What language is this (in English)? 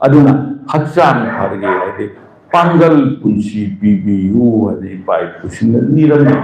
Manipuri